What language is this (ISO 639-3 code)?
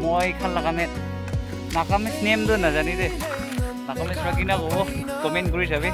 nag